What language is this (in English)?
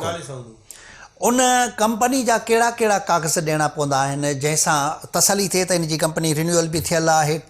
Sindhi